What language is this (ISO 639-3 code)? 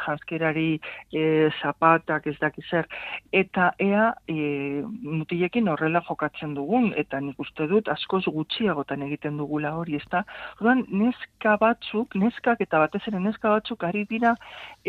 eus